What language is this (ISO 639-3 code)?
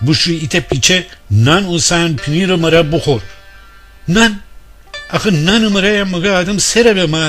glk